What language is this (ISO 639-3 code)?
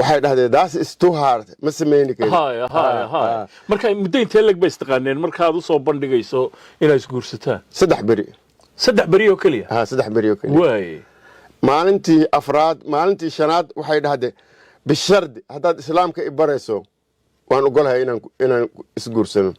som